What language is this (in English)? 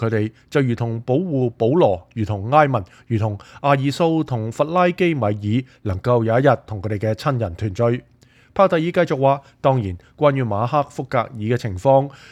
Cantonese